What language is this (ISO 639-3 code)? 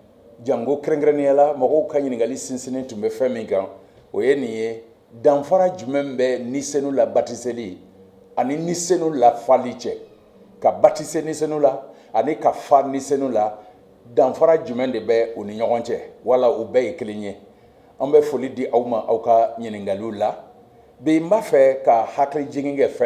bam